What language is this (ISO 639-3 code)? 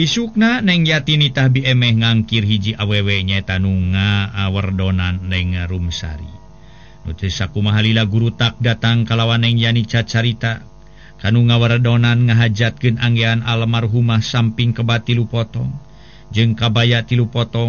sun